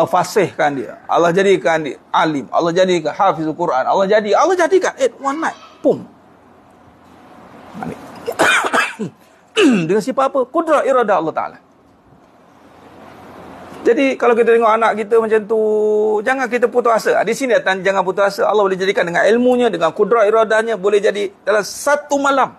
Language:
Malay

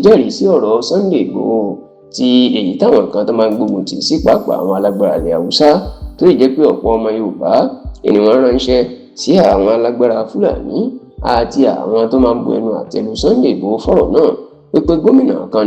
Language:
Yoruba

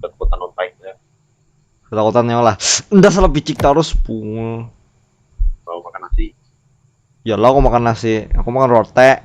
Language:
Banjar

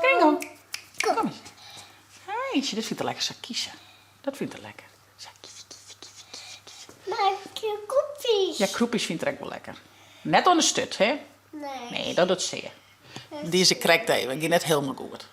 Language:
Western Frisian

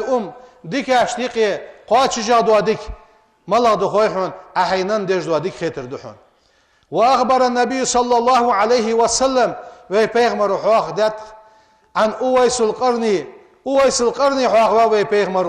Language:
Ingush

